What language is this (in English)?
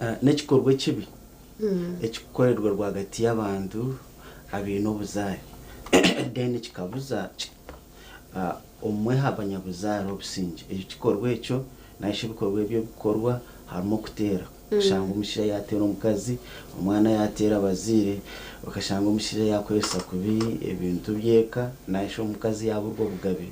Nyankole